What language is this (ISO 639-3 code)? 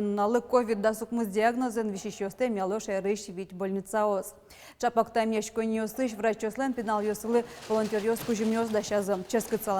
udm